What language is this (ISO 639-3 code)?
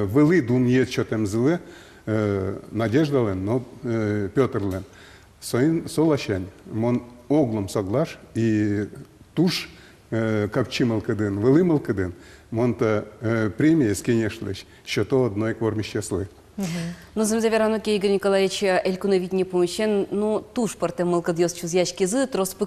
udm